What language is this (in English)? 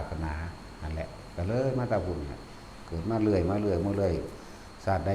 Northeastern Thai